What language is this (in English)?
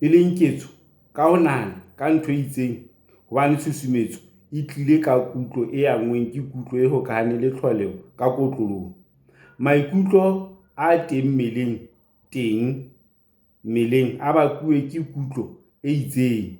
Southern Sotho